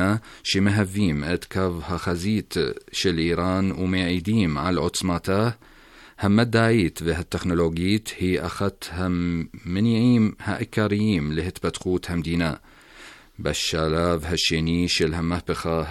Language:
Hebrew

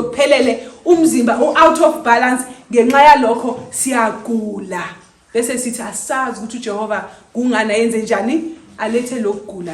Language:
Zulu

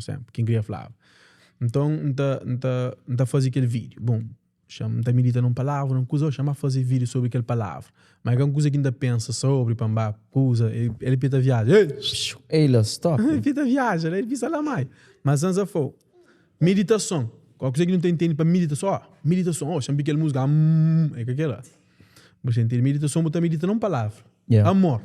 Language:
Kabuverdianu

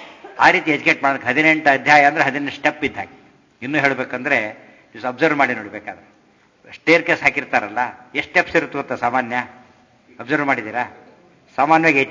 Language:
Kannada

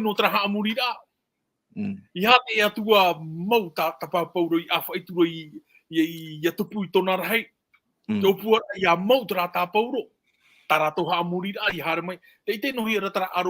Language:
Tahitian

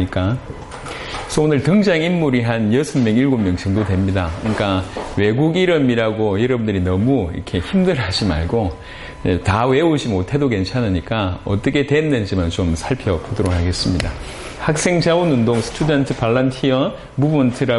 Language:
Korean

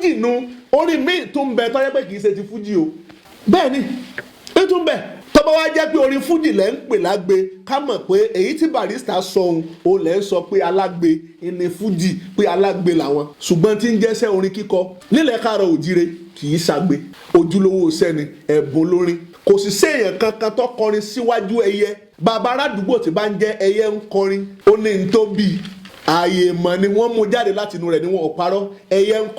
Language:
Yoruba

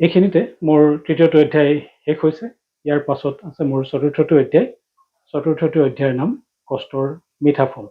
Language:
Assamese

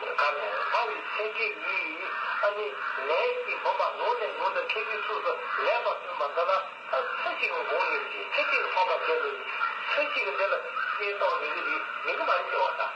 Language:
Tibetan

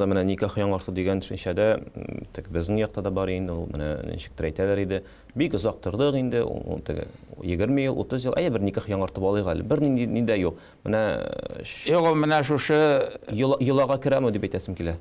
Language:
Tatar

